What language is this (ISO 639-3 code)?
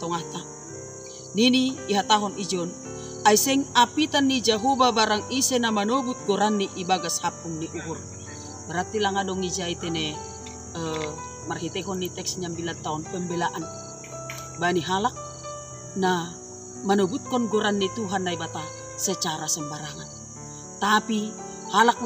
bts